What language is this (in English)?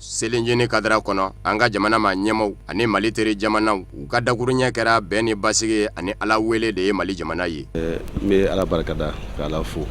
Bambara